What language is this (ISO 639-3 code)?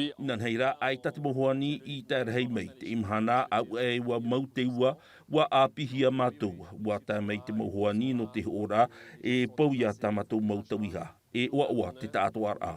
tah